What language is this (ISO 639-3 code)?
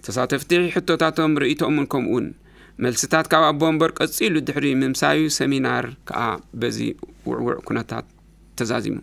tir